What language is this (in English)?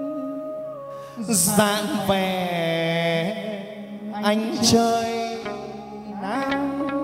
Vietnamese